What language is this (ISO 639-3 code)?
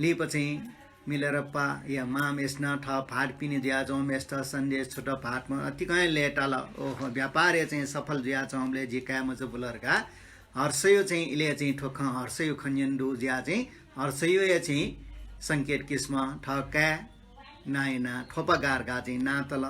new